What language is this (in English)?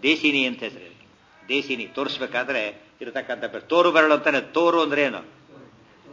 Kannada